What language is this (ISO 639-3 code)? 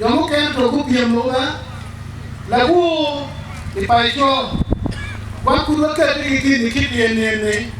ach